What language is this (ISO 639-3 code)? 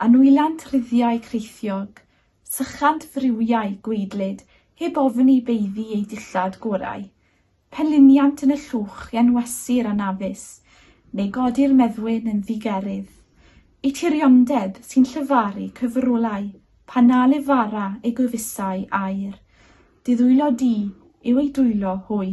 cym